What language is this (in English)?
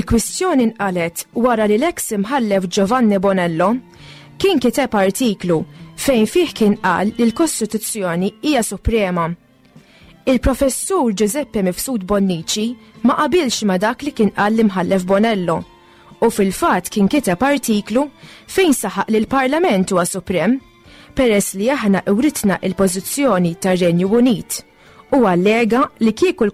Maltese